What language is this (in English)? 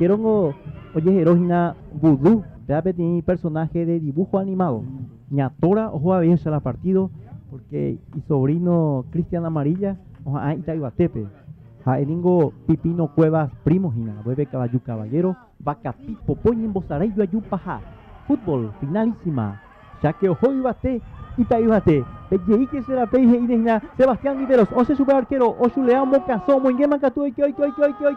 Guarani